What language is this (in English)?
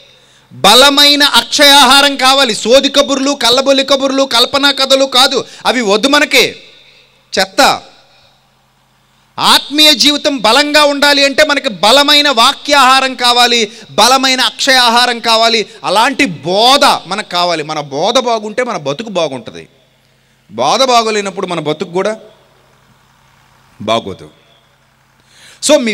Telugu